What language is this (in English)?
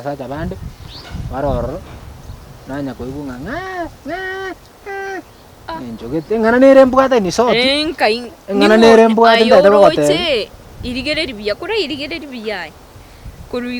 Gusii